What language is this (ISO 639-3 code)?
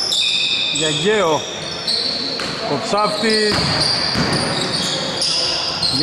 ell